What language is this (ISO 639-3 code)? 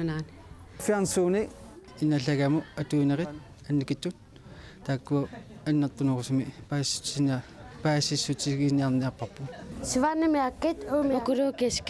kal